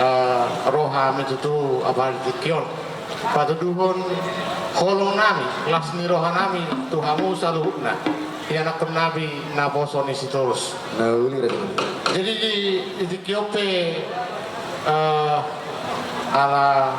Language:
Batak Toba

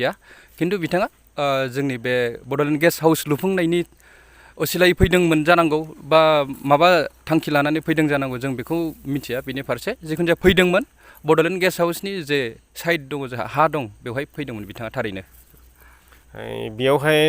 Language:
Bodo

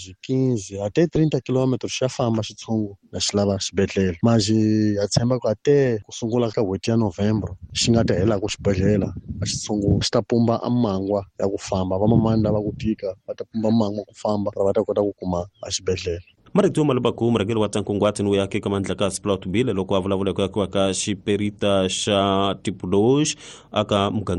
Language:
Tsonga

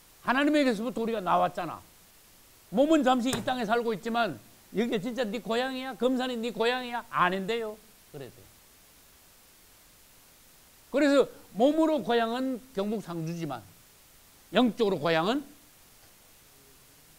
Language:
Korean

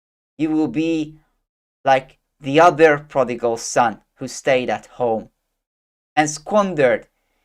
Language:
English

